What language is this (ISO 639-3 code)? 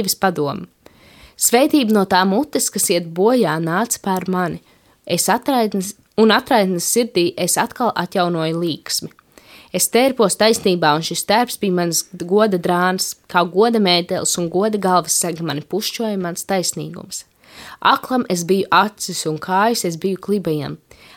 lav